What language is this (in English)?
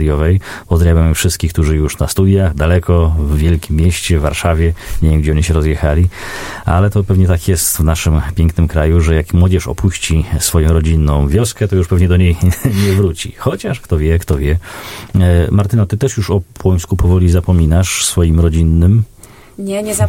Polish